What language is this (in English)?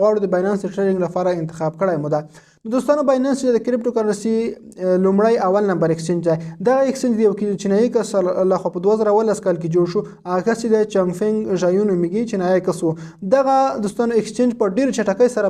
Pashto